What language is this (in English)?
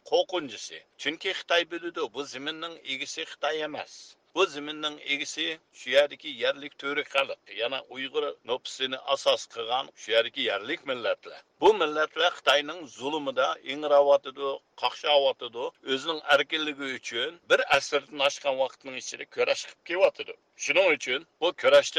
Uyghur